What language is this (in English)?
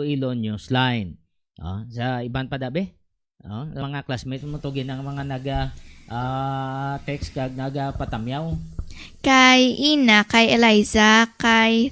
Hiligaynon